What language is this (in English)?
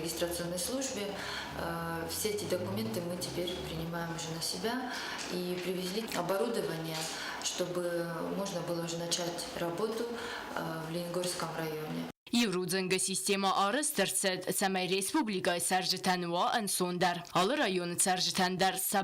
Ossetic